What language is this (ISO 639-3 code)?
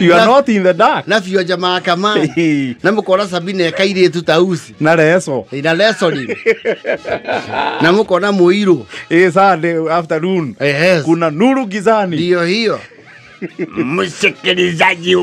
kik